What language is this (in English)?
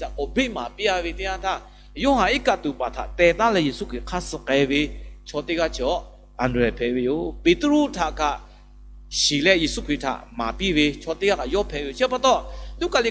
Lahu